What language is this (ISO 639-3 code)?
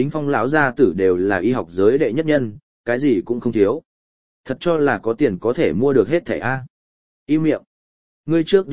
vie